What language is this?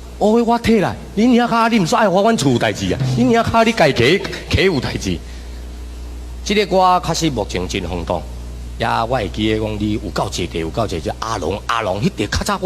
Min Nan Chinese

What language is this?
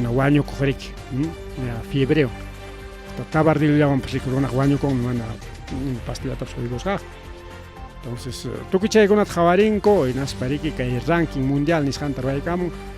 Ayacucho Quechua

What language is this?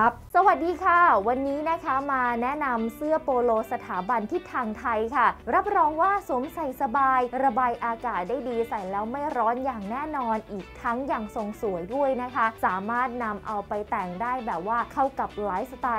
Thai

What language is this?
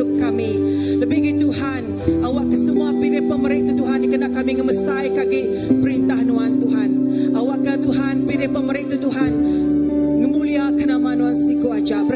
Iban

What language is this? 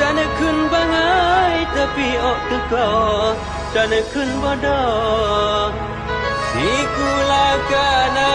Achinese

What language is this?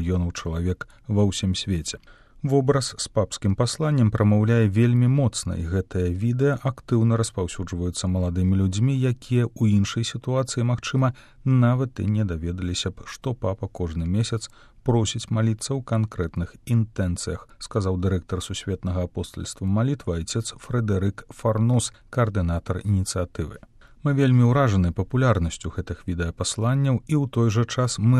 Belarusian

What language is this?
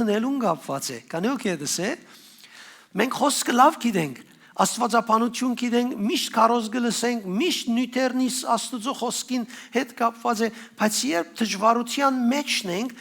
Western Armenian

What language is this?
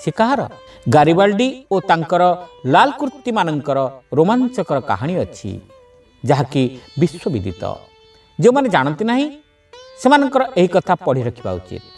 Odia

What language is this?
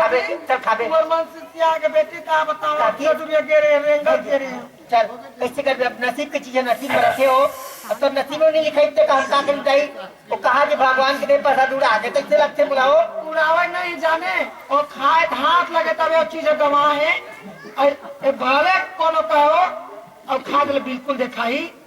Chhattisgarhi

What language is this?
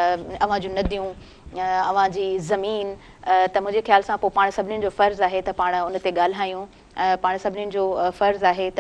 Sindhi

